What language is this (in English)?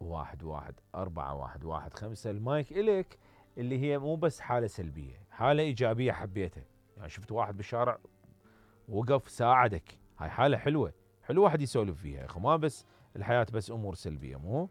Mesopotamian Arabic